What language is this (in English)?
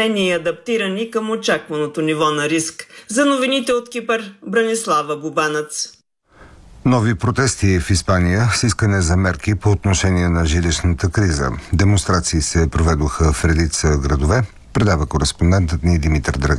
Bulgarian